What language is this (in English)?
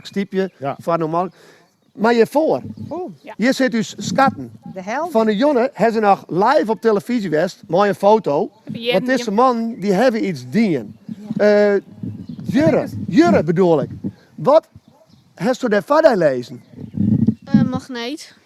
Western Frisian